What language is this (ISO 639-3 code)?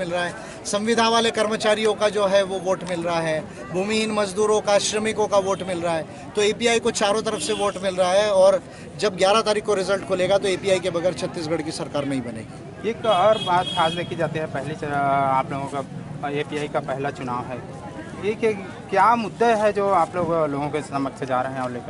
hin